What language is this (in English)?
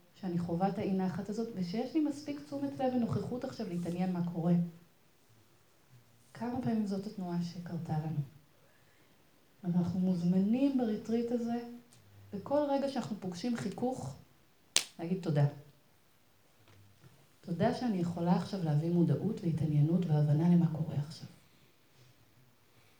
Hebrew